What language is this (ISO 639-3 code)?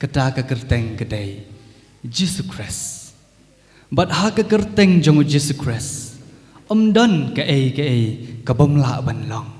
kha